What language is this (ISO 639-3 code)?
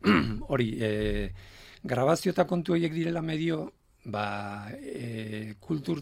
eus